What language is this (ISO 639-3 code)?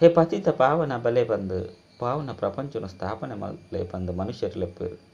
tcy